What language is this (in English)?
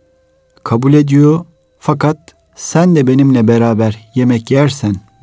Turkish